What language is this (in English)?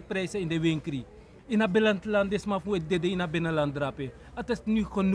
Sranan Tongo